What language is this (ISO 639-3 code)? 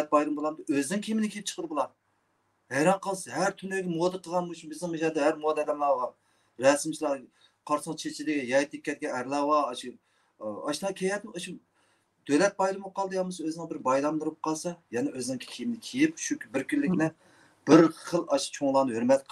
uig